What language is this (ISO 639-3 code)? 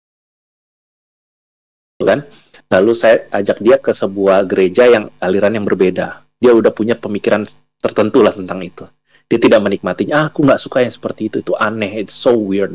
ind